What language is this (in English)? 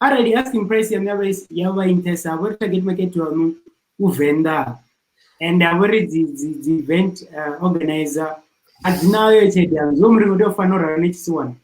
Venda